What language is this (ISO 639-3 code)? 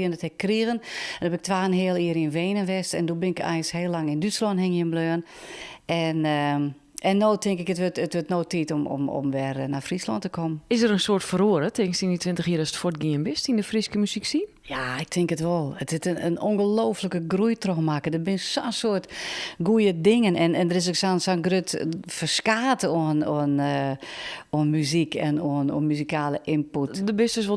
fry